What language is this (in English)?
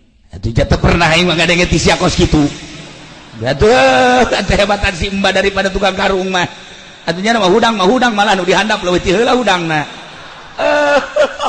Sundanese